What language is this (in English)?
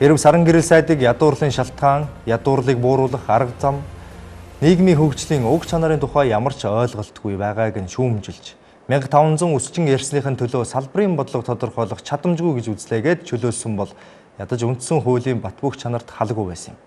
Mongolian